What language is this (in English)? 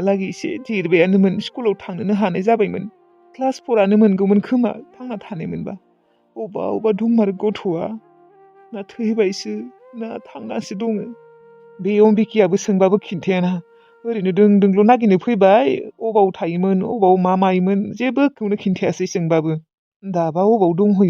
Bodo